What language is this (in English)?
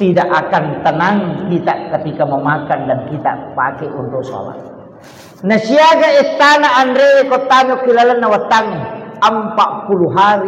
Buginese